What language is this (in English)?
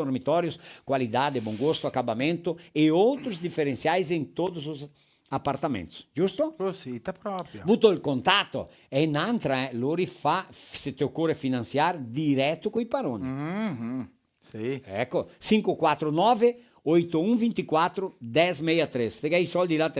Venetian